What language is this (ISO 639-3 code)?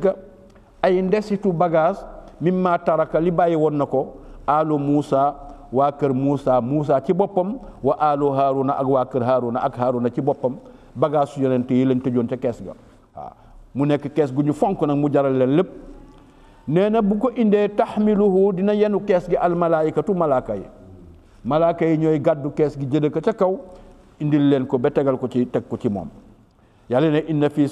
wol